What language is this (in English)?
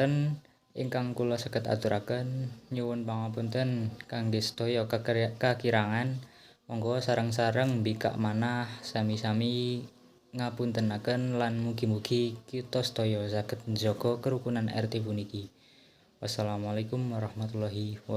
Javanese